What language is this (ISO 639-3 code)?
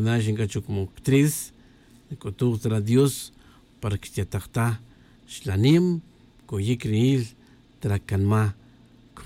tzj